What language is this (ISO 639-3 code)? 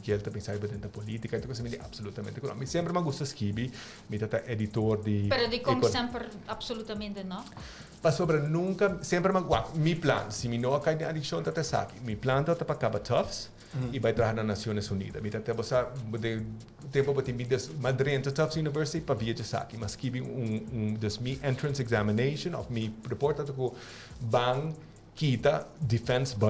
pap